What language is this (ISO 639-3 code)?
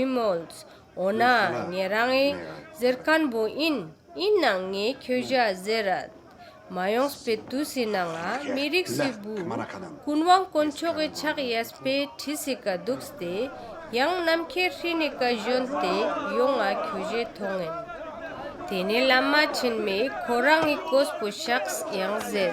lbj